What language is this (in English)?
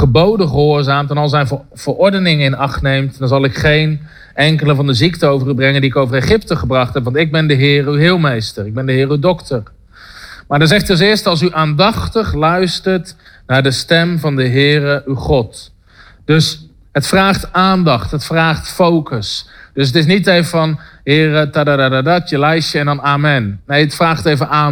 Dutch